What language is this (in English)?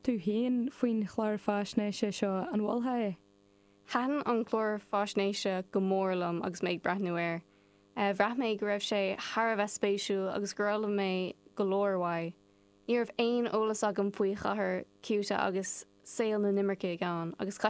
Irish